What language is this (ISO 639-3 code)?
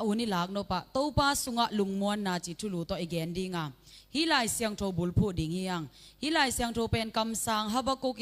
ctd